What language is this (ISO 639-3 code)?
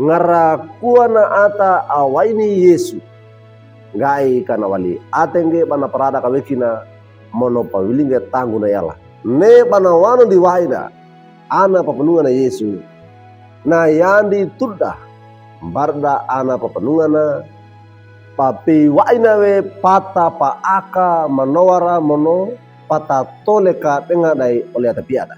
wew